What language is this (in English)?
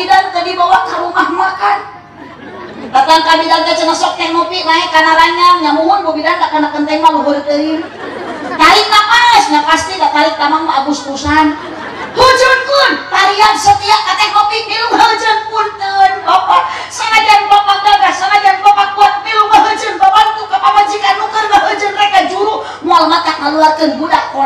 Sundanese